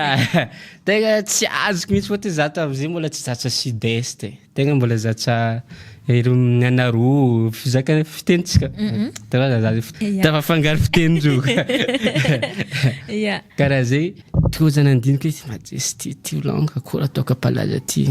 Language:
Malagasy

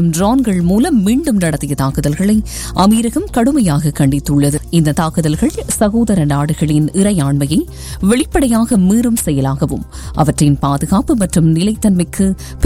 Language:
Tamil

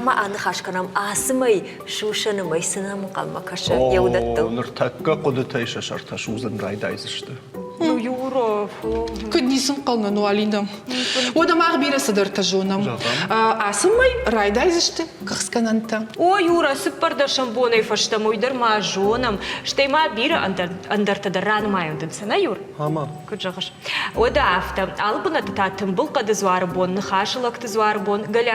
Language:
Ossetic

